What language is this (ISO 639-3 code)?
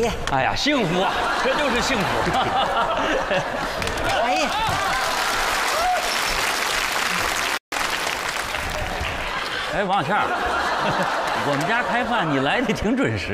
zho